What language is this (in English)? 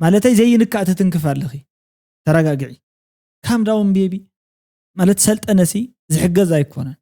Tigrinya